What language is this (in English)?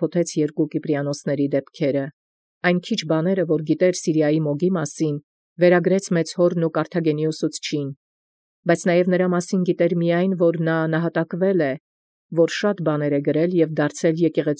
Armenian